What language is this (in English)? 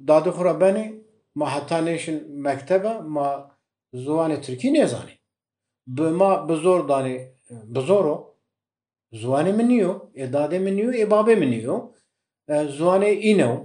Kurdish